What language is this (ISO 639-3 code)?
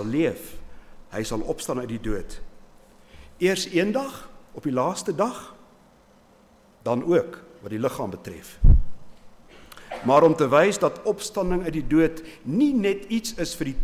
afr